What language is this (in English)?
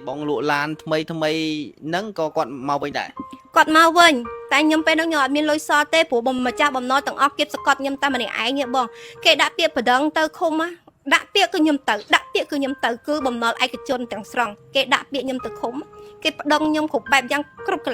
Khmer